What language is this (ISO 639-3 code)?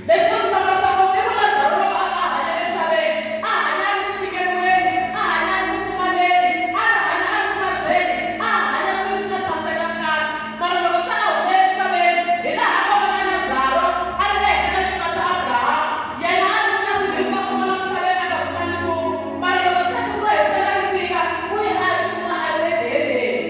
tso